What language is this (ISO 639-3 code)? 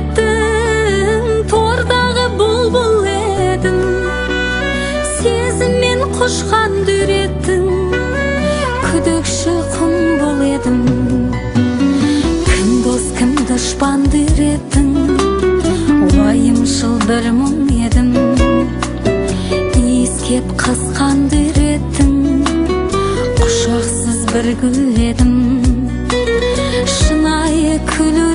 kaz